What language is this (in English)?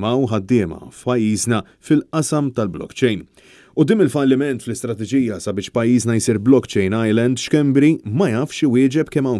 Maltese